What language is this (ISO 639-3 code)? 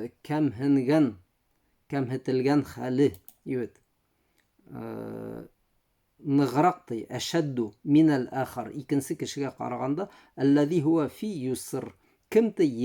bak